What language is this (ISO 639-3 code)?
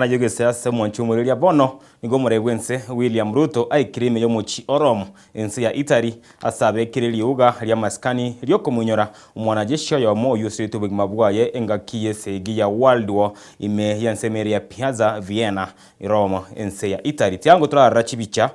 guz